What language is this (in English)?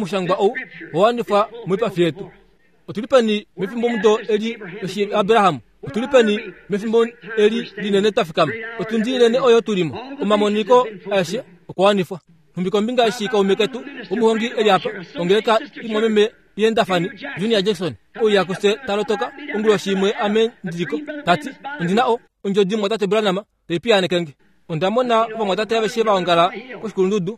Kuanyama